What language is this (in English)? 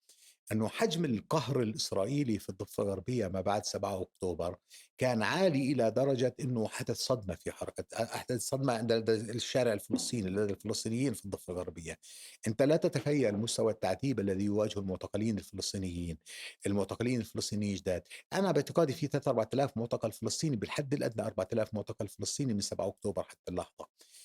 North Levantine Arabic